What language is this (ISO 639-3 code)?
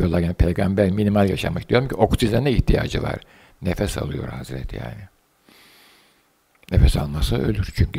tur